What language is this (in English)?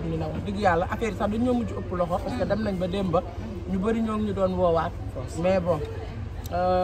Wolof